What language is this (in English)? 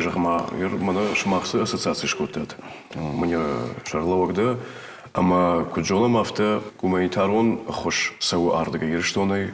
Ossetic